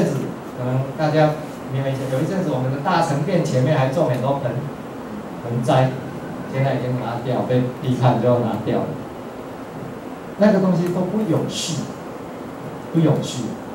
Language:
Chinese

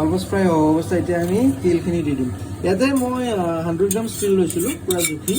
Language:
Assamese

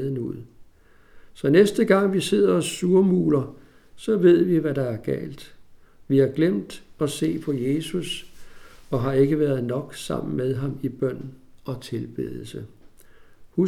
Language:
Danish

